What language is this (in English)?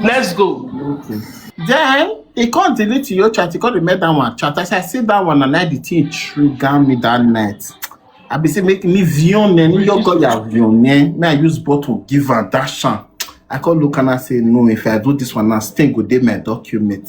Nigerian Pidgin